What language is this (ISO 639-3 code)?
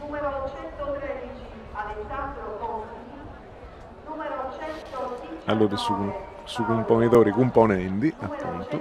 srd